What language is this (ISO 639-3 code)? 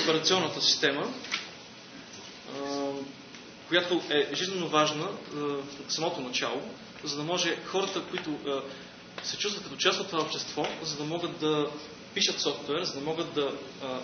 bul